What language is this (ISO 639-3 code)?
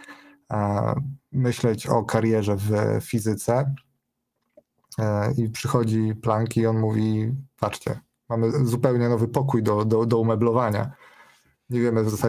pol